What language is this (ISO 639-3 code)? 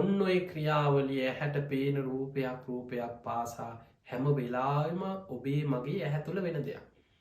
sin